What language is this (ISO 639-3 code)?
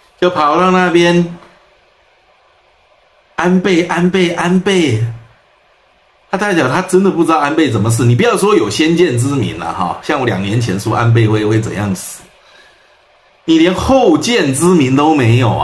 zho